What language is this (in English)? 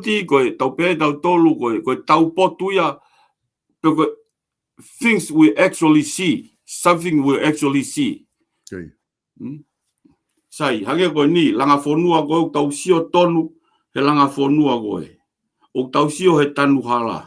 Tongan